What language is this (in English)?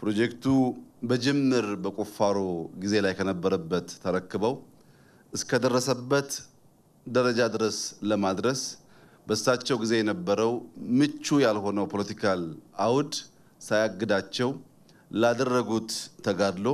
Amharic